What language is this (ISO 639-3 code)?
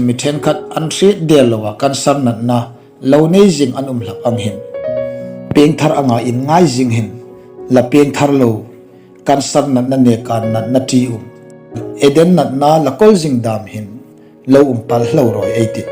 hmr